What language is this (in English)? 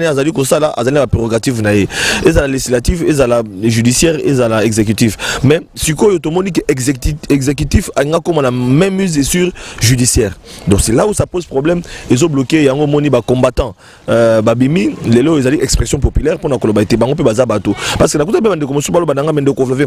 Lingala